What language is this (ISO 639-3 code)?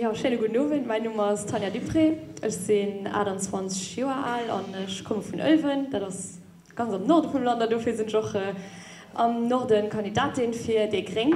ltz